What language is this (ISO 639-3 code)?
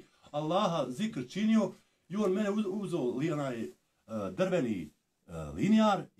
bos